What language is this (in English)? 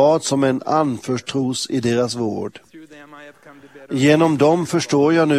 Swedish